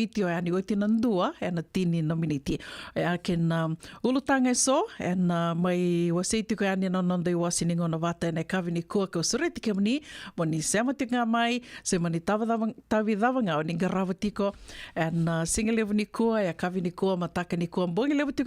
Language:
Fijian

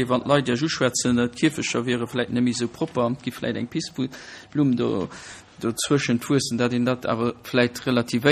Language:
Luxembourgish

